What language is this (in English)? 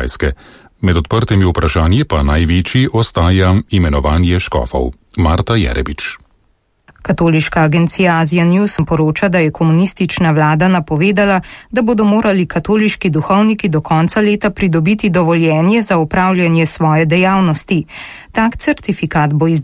Slovenian